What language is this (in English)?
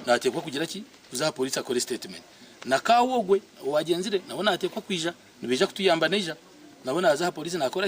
Nyankole